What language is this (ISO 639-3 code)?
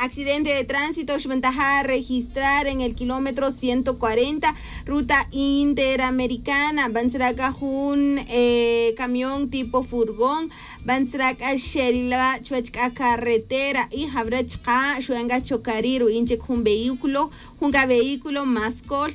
tzj